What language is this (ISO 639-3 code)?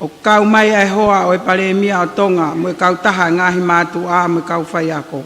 ton